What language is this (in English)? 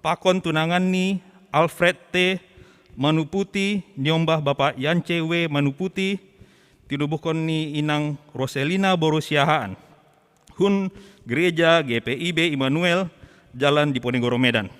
Batak Simalungun